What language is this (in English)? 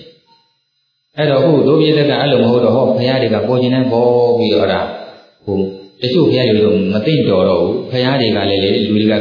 Burmese